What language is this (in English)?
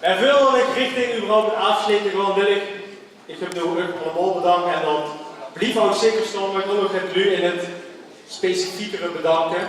Limburgish